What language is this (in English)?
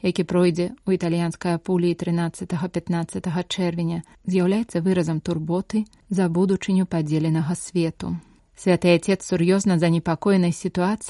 Belarusian